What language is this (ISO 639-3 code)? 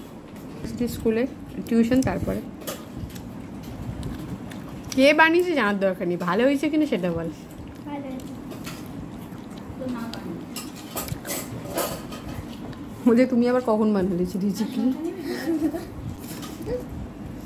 ben